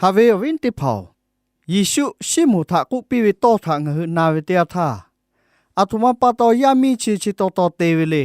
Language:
Lahu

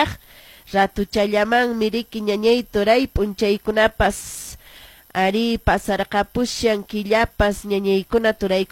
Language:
Quechua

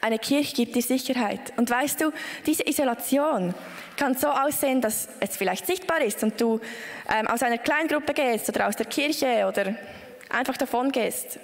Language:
Swiss German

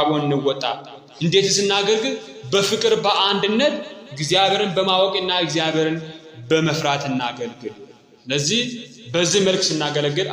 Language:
Amharic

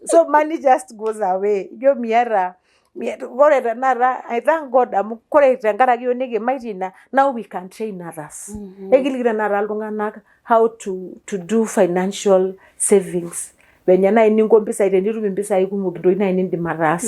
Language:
Masai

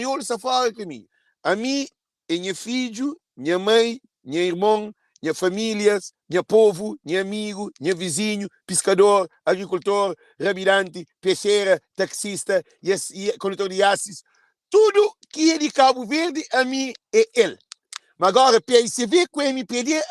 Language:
Kabuverdianu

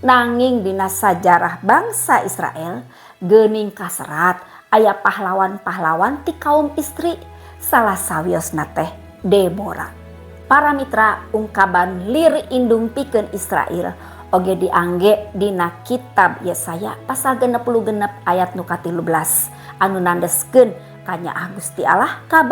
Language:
Sundanese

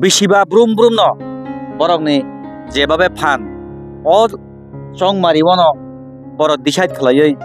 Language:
Kok Borok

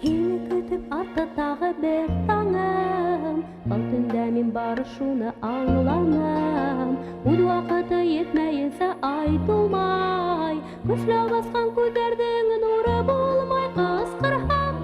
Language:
Bashkir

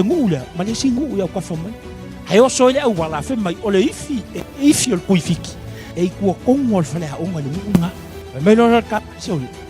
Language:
Samoan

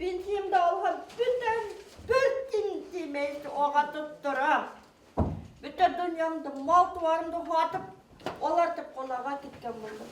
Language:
Bashkir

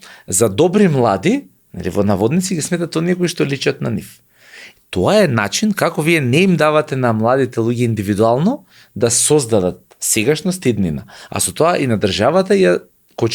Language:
Macedonian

